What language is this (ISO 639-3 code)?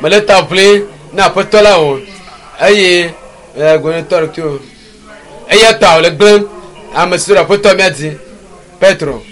ewe